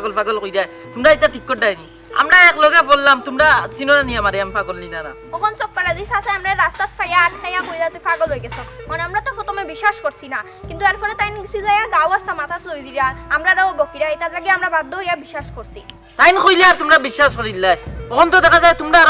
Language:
Sylheti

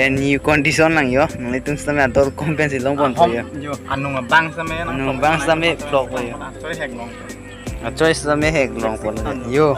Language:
Karbi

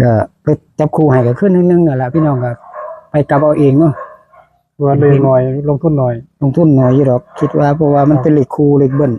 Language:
Northeastern Thai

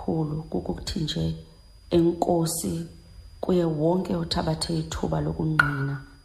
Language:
Xhosa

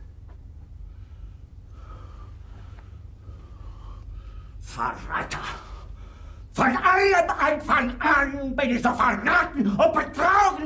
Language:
German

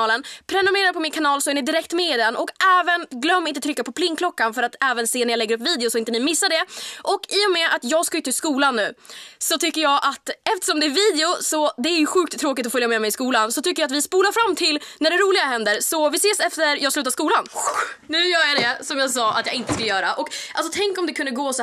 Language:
Swedish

